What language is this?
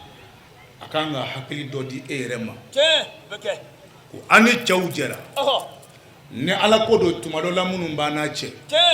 Bambara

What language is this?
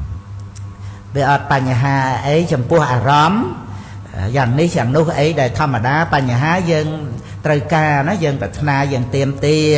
Khmer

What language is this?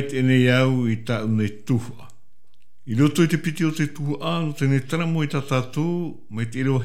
Tahitian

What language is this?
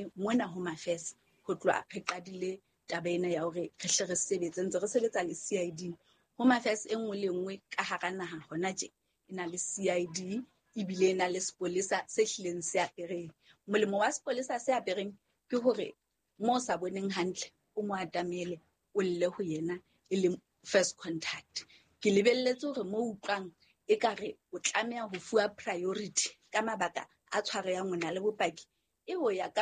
Southern Sotho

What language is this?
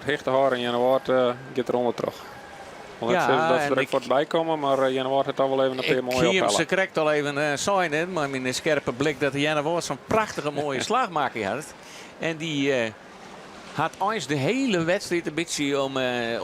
Western Frisian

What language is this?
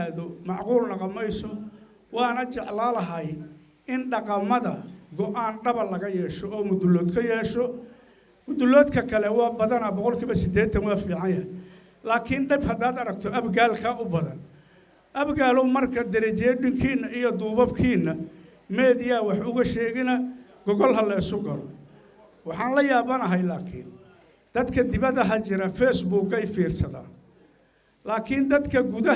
Somali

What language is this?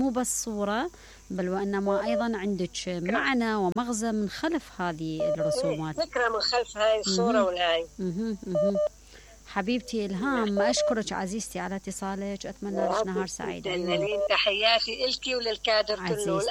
Mesopotamian Arabic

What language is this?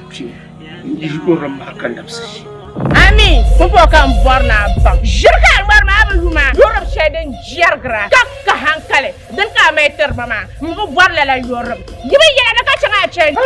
Dagbani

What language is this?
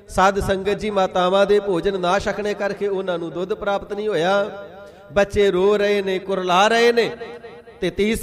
Punjabi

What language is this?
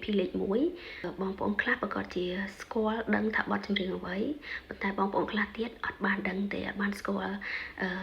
Khmer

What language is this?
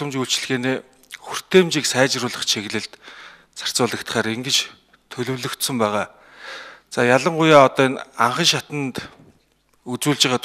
Mongolian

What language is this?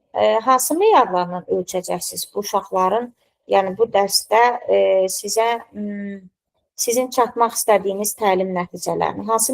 Azerbaijani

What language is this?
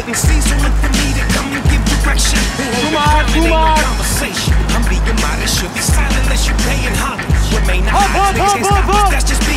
Western Frisian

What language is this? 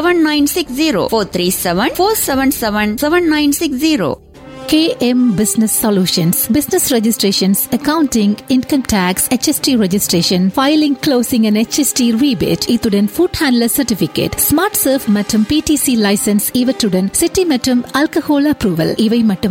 Tamil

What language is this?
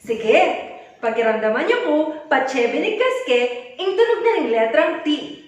Pampanga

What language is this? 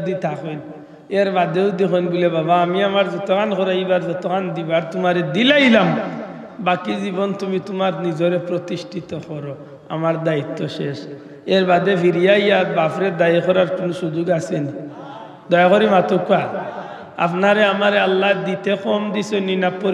Sylheti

